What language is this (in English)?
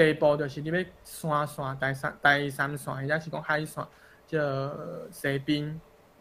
Min Nan Chinese